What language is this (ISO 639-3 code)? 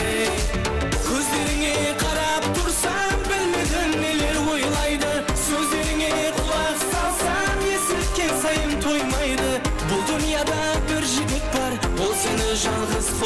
kaa